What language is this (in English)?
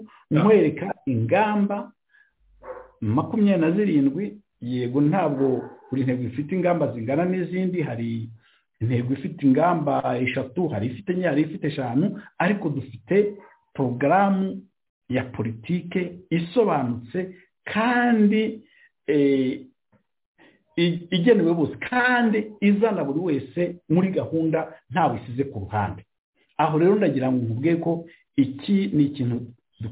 Kinyarwanda